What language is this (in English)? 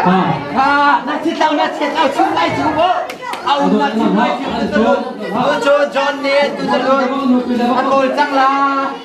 Hakha Chin